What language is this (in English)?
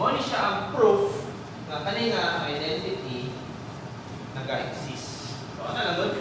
Cebuano